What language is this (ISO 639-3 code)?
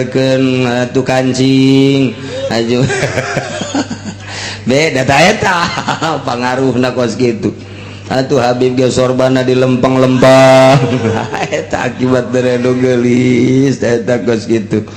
sun